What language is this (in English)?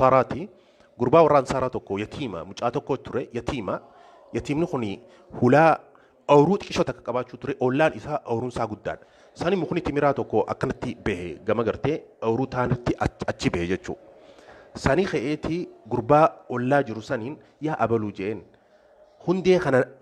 Oromo